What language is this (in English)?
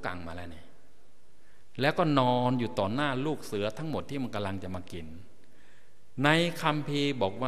Thai